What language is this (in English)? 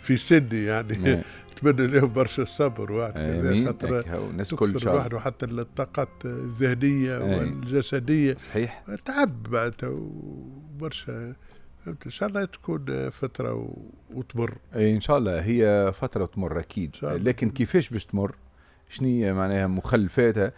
Tunisian Arabic